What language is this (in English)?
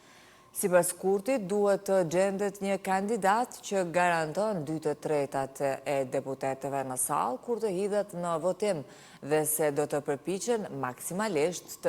Albanian